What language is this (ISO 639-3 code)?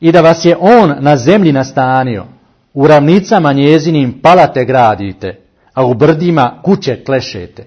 bos